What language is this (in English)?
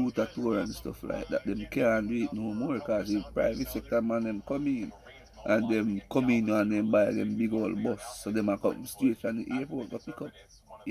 Jamaican Creole English